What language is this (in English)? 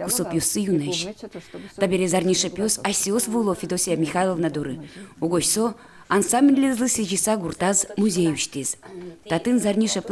Udmurt